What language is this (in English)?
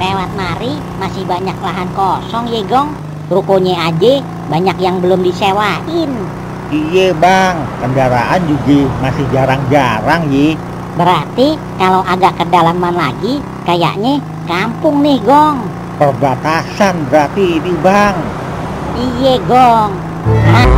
Betawi